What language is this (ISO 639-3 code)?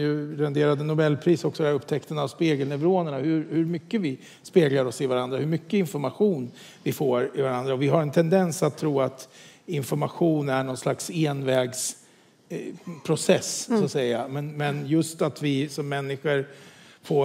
swe